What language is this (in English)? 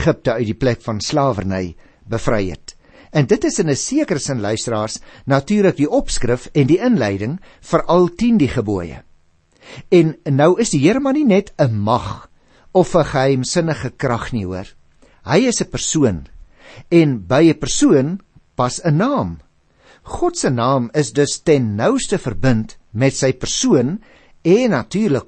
Afrikaans